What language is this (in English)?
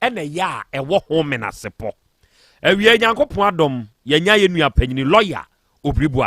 Akan